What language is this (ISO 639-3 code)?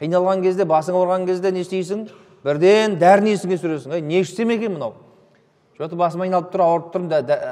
kaz